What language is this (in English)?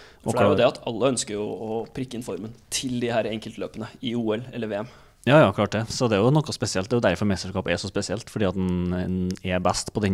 Norwegian